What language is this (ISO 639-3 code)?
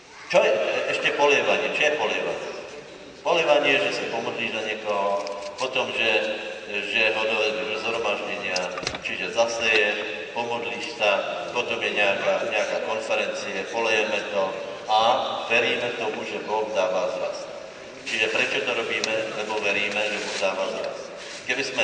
slk